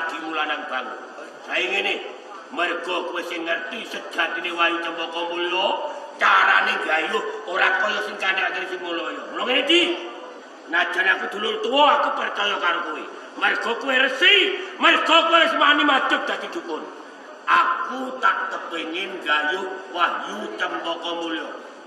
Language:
Javanese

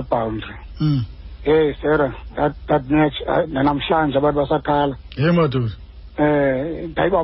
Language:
Xhosa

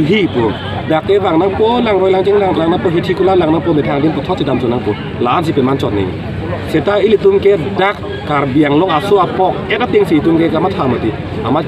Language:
Karbi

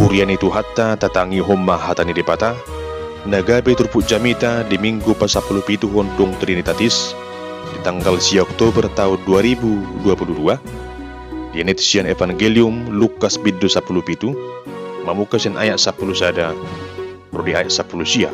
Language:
Batak Toba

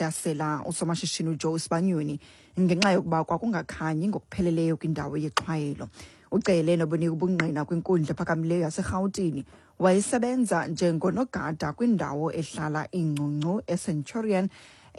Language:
Xhosa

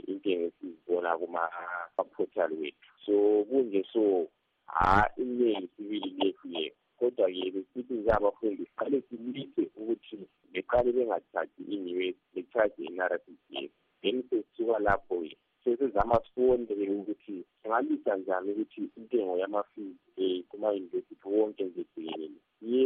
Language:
North Ndebele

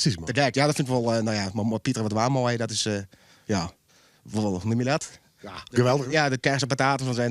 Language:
Western Frisian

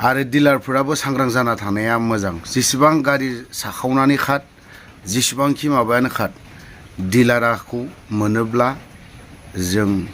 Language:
Bodo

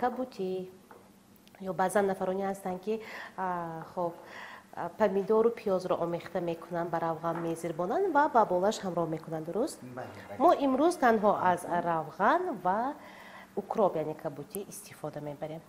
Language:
Tajik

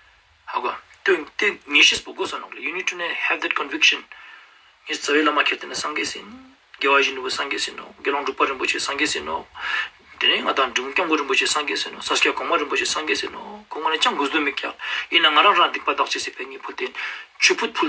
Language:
Ladakhi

